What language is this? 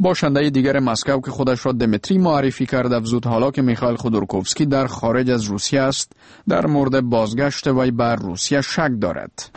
Persian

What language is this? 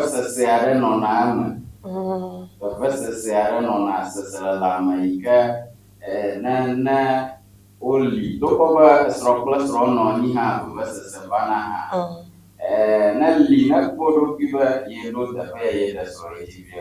Ewe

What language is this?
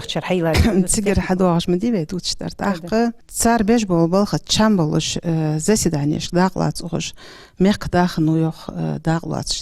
Ingush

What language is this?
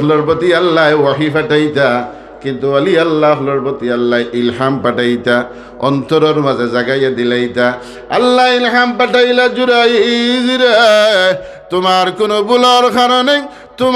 Sylheti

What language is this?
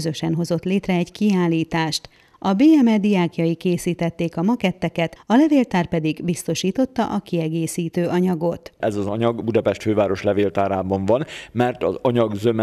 Hungarian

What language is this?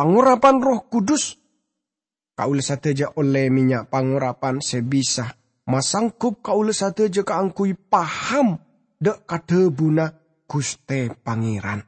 Madurese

